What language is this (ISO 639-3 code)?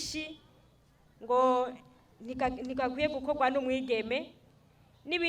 run